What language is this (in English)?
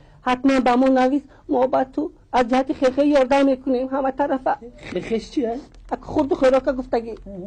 Tajik